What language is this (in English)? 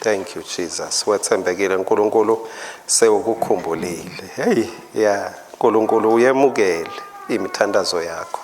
Swati